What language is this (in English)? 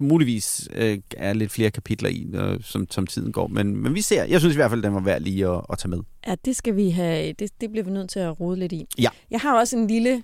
Danish